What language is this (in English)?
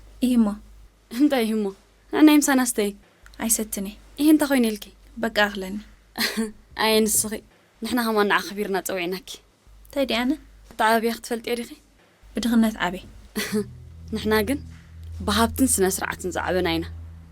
Tigrinya